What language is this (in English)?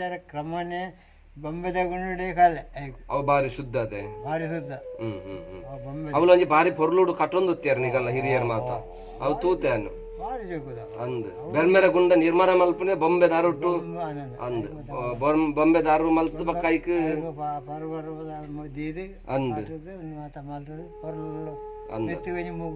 Tulu